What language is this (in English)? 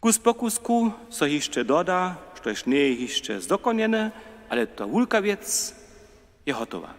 Upper Sorbian